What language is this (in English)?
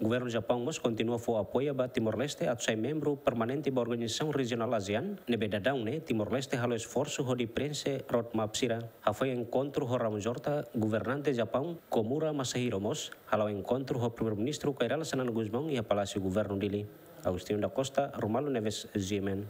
Tetum